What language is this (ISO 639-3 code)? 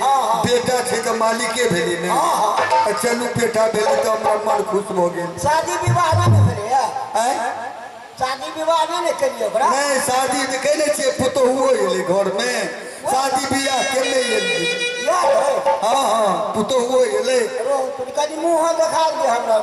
mai